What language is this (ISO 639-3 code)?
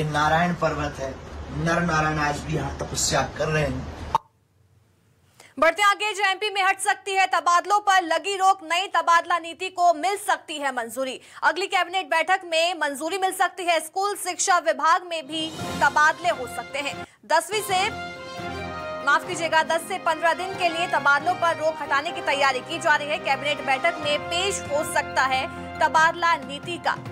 hin